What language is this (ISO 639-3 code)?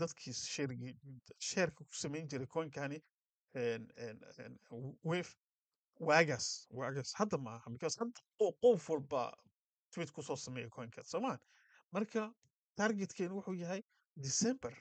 som